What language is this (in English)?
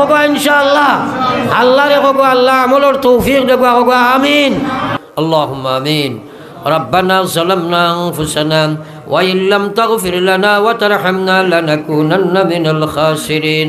Sylheti